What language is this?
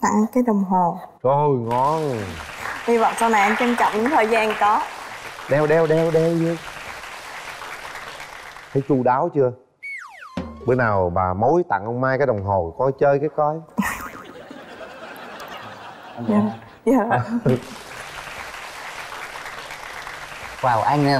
Vietnamese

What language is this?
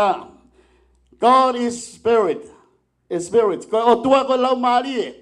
Tongan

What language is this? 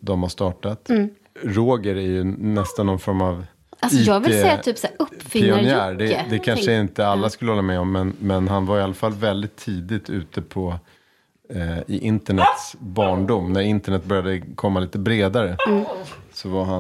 Swedish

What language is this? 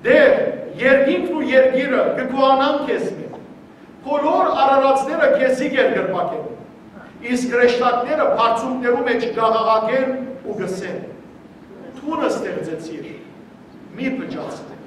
Western Armenian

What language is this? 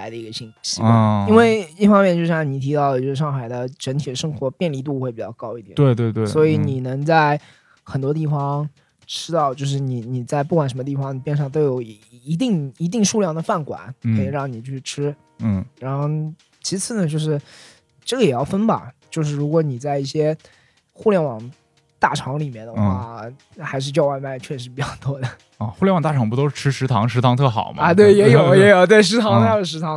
Chinese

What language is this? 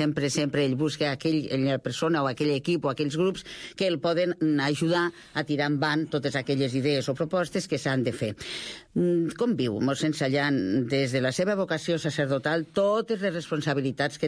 Catalan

